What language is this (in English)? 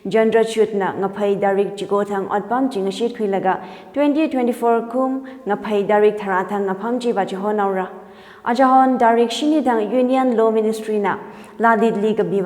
Tangkhul Naga (India)